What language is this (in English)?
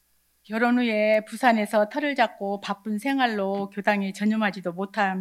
Korean